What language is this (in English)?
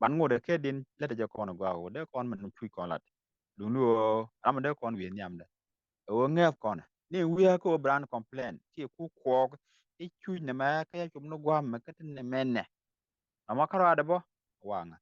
Nuer